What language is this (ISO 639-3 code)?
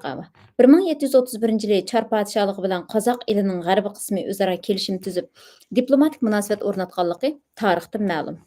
uig